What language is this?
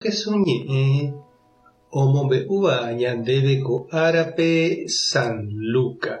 Guarani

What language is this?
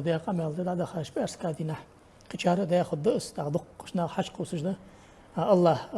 Ingush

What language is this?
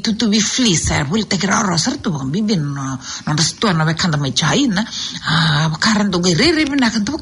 Fijian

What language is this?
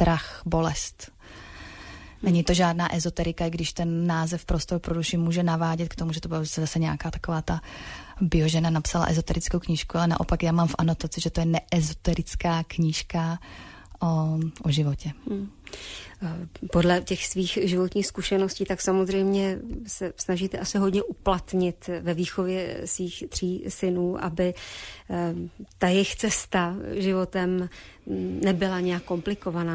Czech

